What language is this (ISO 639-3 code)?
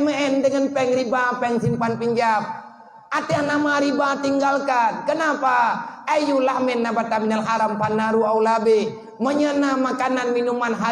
ace